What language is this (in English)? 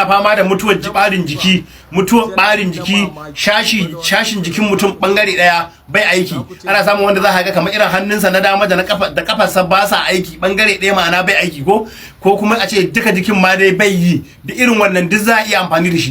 Hausa